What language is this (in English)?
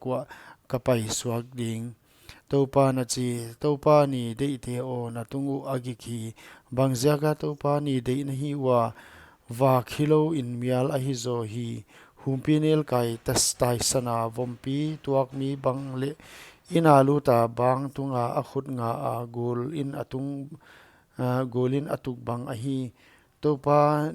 Paite Chin